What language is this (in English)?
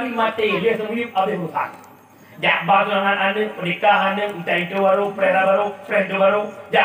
Achinese